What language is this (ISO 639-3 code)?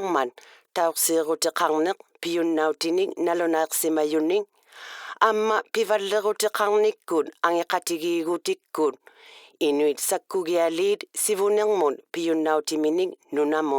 iku